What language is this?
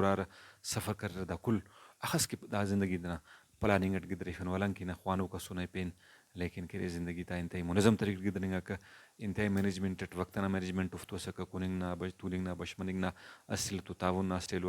Brahui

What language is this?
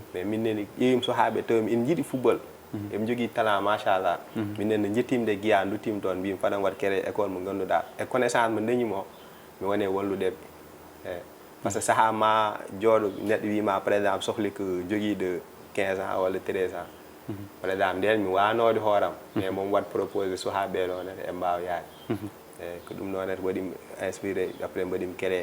Fula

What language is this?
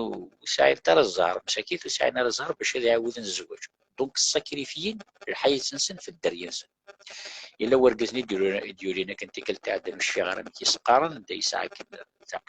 Kabyle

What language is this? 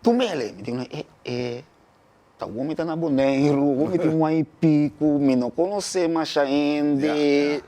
Papiamento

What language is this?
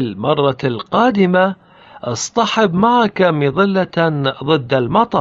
Lithuanian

